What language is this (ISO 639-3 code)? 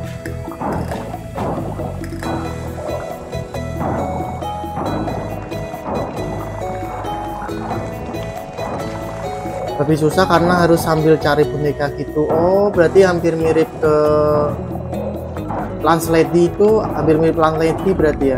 ind